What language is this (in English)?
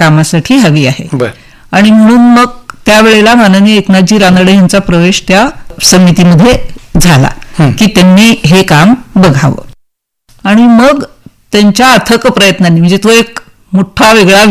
Marathi